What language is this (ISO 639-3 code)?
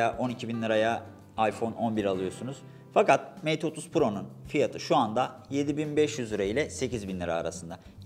tur